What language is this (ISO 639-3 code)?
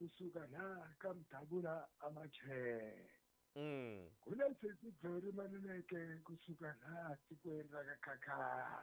tso